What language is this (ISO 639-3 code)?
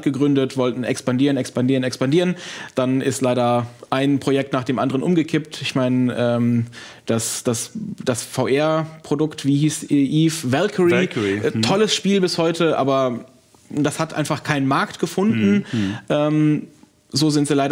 deu